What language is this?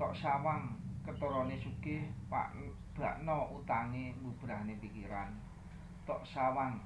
Javanese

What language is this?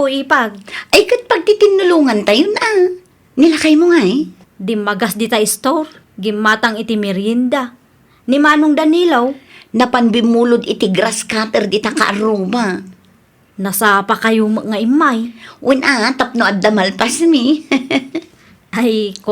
Iloko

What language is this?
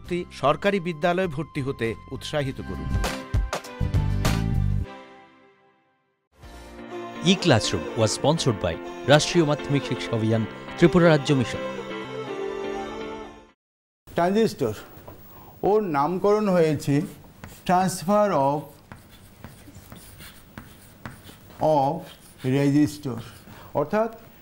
Bangla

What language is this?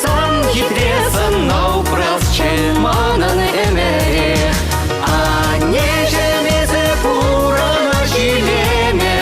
Chuvash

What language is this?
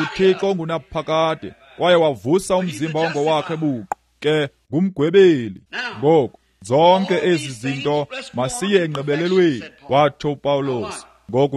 Xhosa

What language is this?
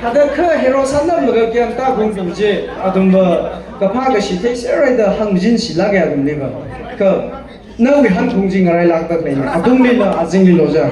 Tangkhul Naga (India)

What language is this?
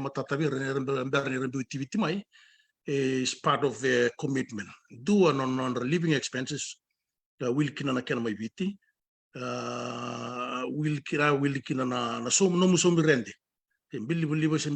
Fijian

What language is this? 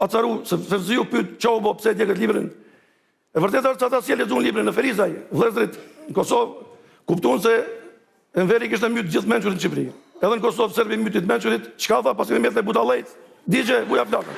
Albanian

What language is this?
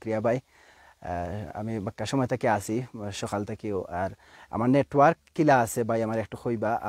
Sylheti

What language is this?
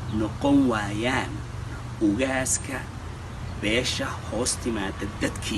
Somali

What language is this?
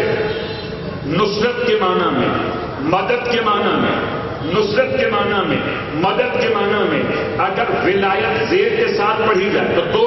Urdu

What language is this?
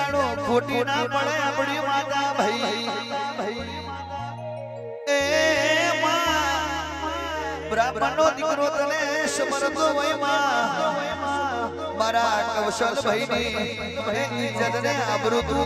Gujarati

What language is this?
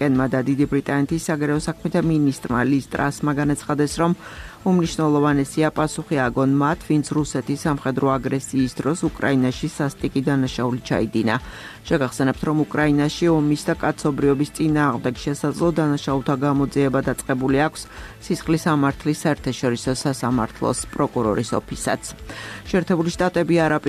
Georgian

